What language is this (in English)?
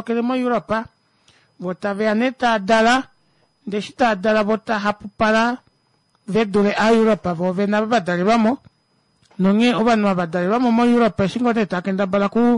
Kuanyama